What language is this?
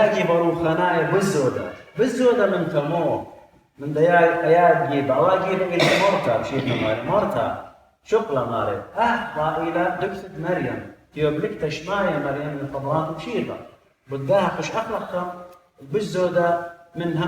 Assyrian Neo-Aramaic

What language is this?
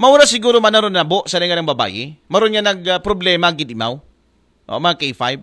Aklanon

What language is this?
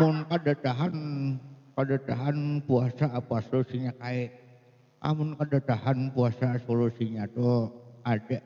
Banjar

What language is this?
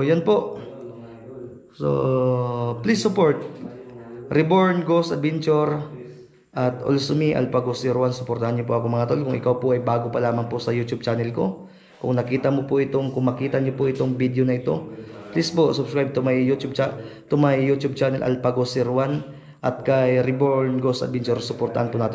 Filipino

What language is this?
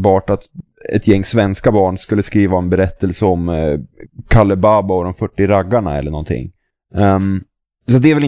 Swedish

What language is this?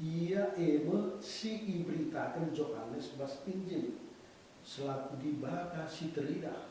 Batak Karo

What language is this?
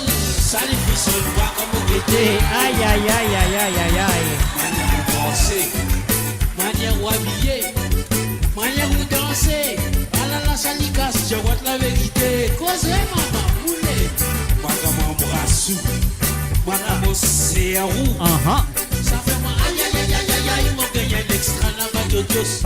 Morisyen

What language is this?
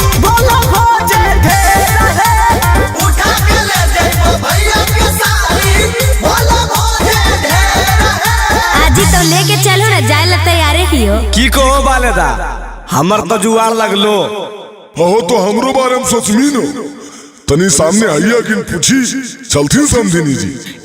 Magahi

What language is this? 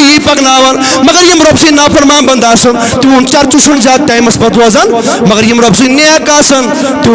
Kashmiri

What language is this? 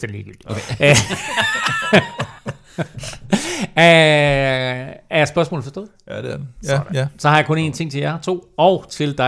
Danish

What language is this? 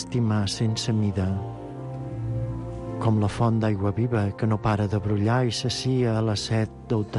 Catalan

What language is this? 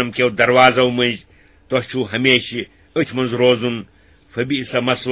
Kashmiri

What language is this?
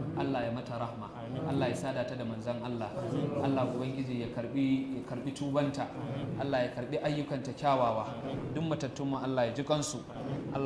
Hausa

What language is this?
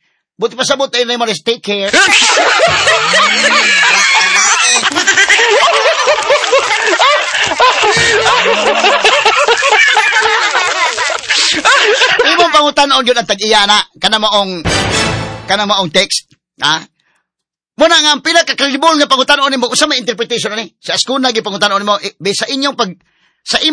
Cebuano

